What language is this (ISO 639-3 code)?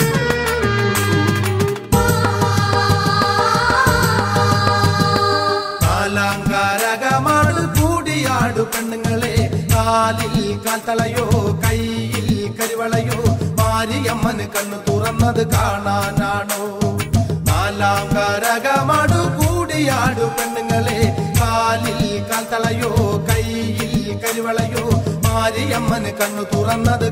mal